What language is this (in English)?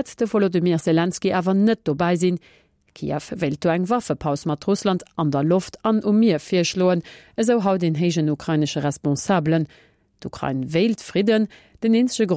Luxembourgish